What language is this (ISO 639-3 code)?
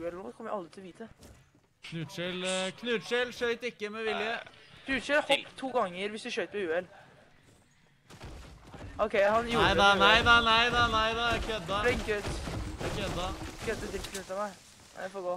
nor